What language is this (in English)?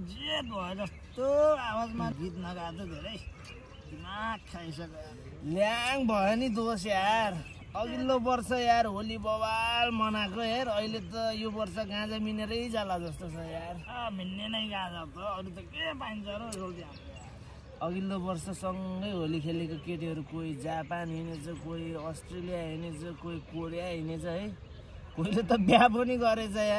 Nepali